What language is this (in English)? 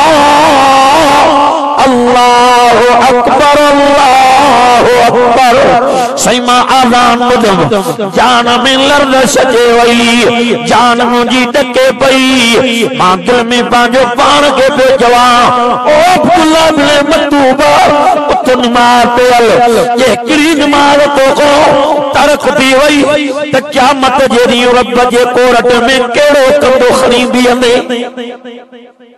Sindhi